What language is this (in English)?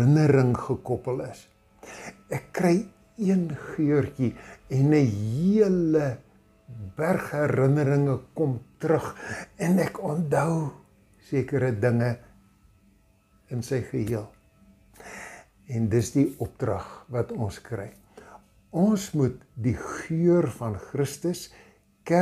Afrikaans